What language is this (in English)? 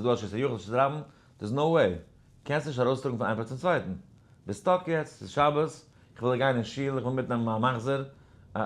Yiddish